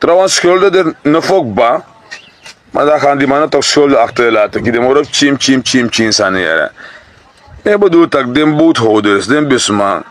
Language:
Sranan Tongo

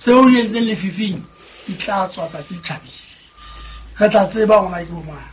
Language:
Southern Sotho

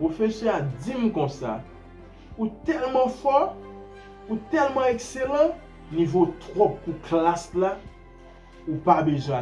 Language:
Haitian Creole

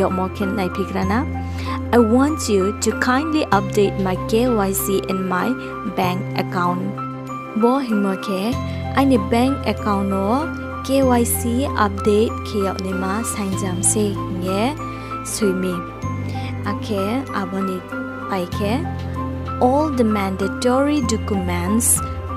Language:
Riang (India)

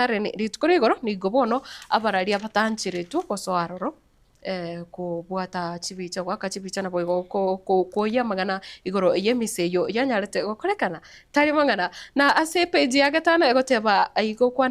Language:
Gusii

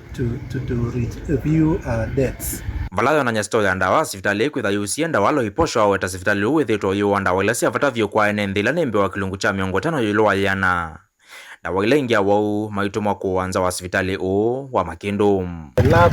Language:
Kamba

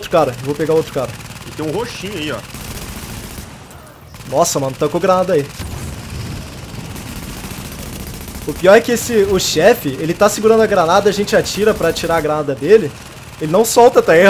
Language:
Portuguese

